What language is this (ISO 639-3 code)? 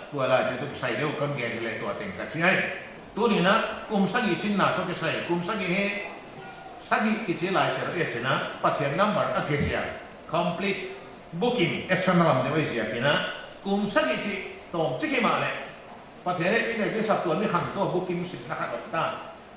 pck